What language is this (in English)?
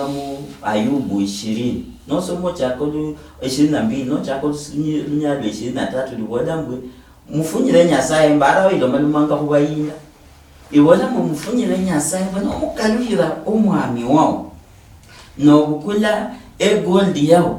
Luyia